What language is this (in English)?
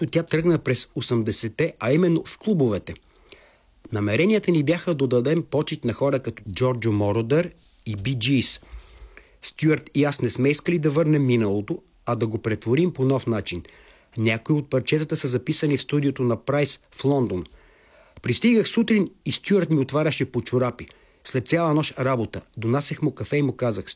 Bulgarian